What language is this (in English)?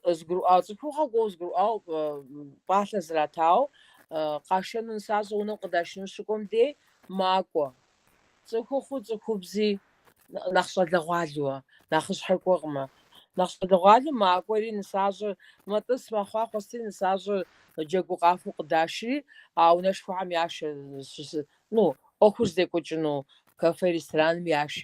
Kabardian